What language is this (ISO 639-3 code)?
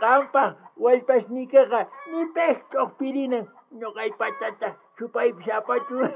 quh